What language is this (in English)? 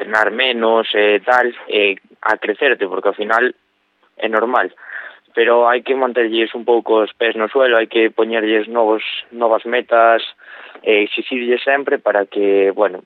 Galician